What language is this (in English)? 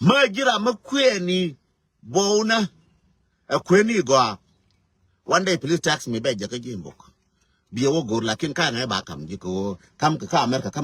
Nuer